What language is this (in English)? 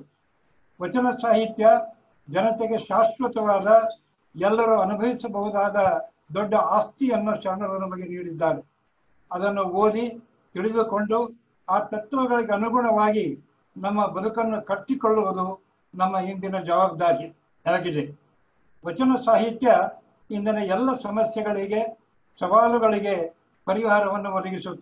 Kannada